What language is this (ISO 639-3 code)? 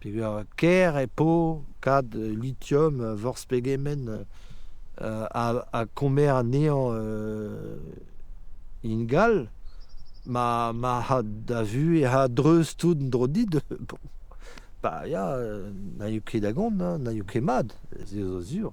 bre